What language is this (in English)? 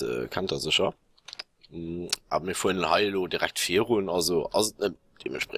Luxembourgish